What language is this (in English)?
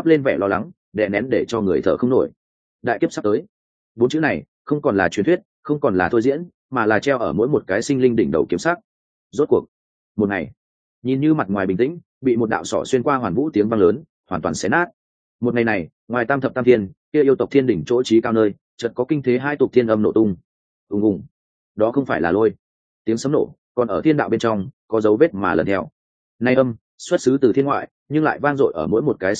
Vietnamese